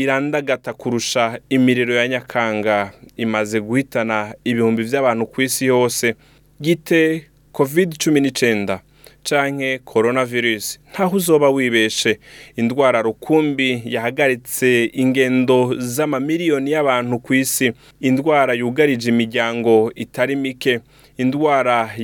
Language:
Rundi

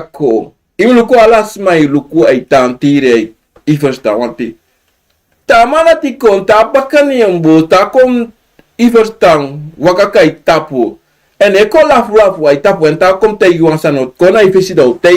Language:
Sranan Tongo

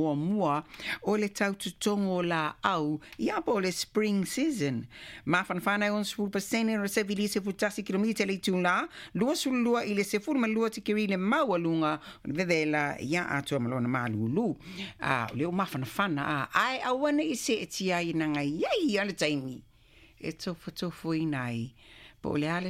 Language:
Samoan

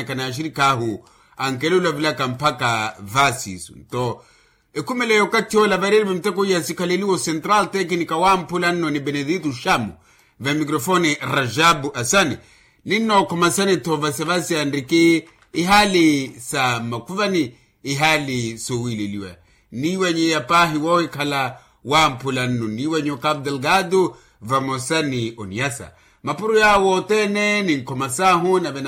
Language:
Makhuwa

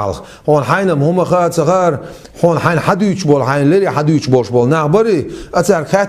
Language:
Chechen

